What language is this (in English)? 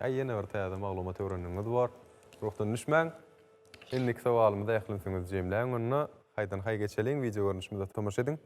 Turkmen